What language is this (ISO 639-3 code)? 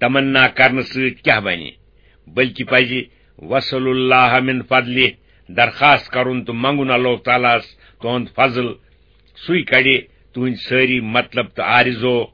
kas